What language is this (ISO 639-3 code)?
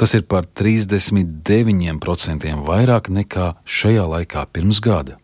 lav